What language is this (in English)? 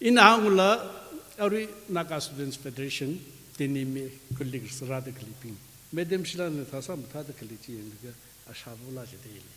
Tangkhul Naga (India)